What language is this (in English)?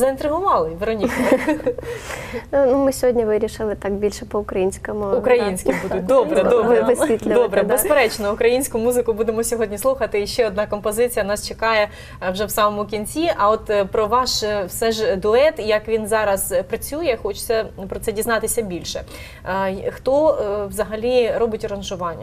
Ukrainian